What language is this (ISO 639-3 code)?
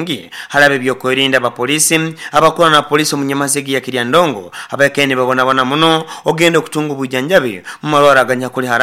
nyo